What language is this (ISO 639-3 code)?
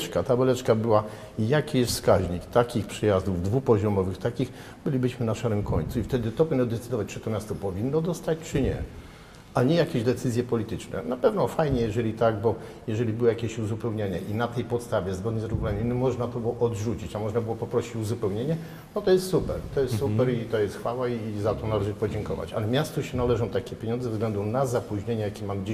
pol